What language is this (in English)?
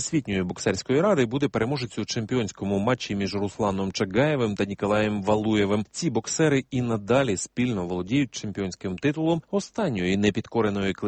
Ukrainian